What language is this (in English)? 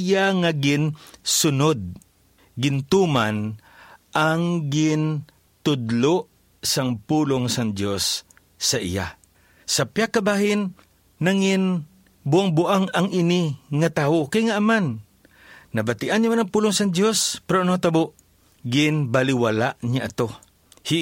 Hiligaynon